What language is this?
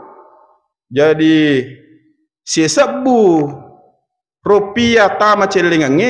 Buginese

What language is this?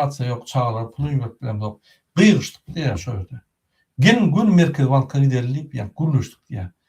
Turkmen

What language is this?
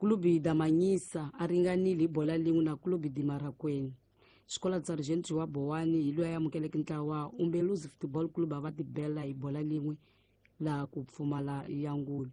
Tsonga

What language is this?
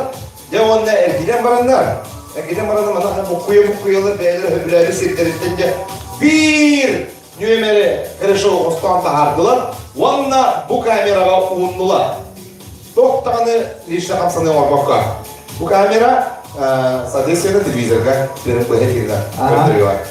Yakut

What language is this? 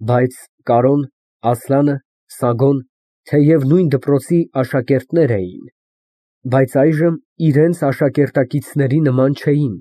Armenian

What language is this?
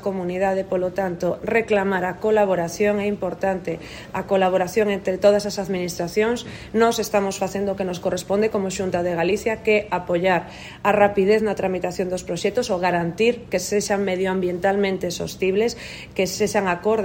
Galician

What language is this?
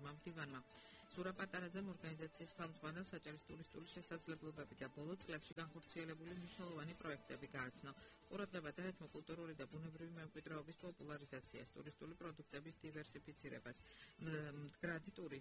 Georgian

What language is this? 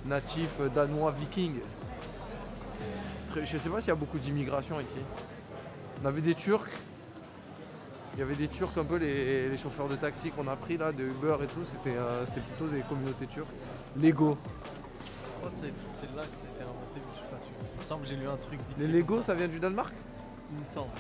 French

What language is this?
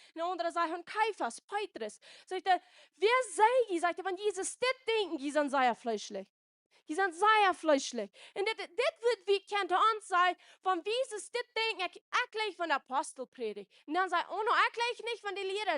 Plautdietsch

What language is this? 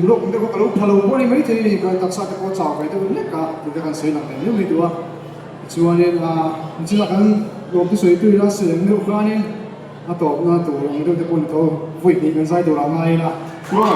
Mizo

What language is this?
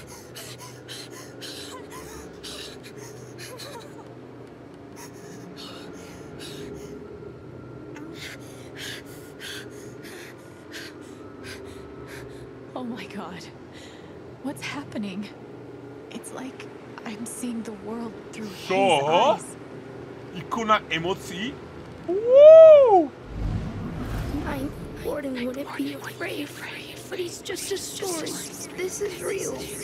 Slovak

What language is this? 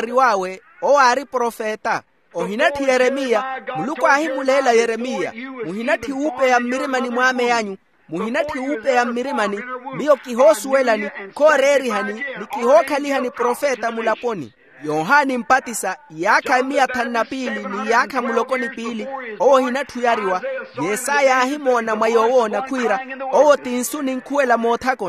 Makhuwa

